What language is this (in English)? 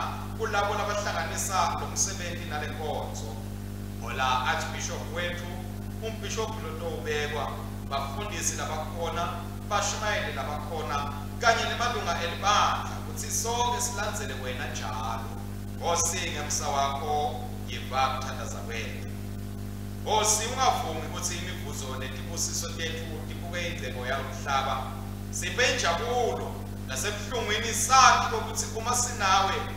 Swati